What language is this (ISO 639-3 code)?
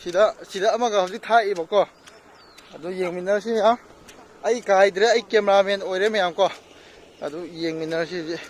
mni